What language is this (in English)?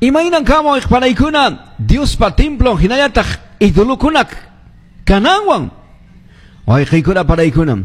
Quechua